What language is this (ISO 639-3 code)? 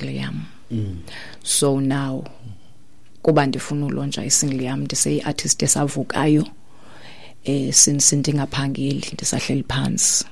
xho